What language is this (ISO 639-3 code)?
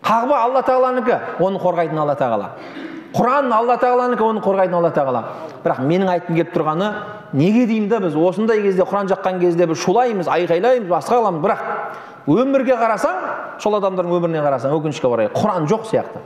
kaz